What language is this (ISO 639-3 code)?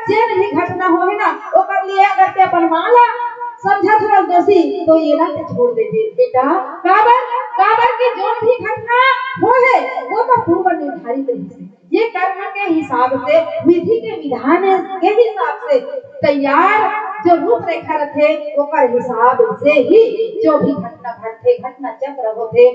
hne